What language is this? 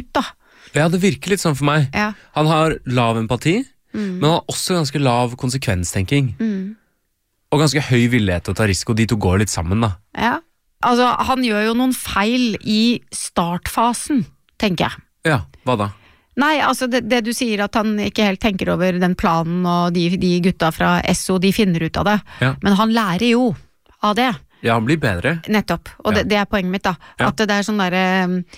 Norwegian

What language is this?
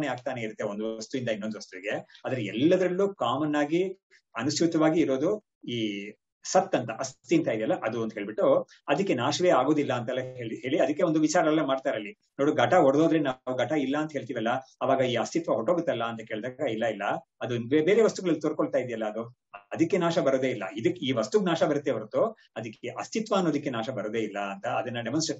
Kannada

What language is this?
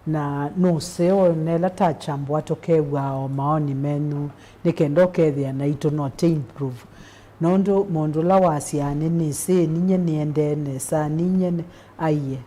Kamba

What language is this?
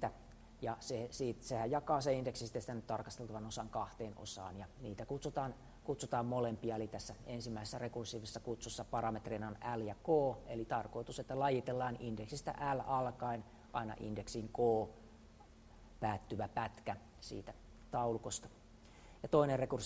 Finnish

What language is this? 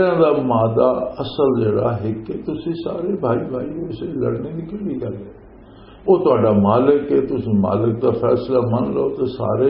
Western Panjabi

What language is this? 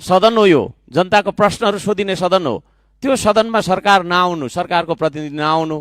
Nepali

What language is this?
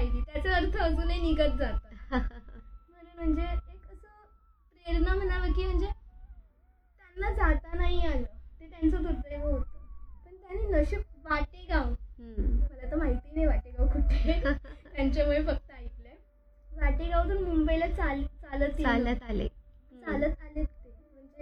Marathi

